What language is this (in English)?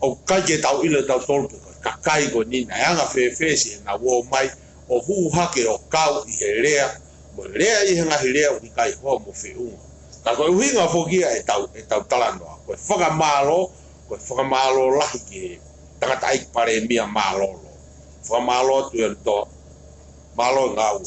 Tongan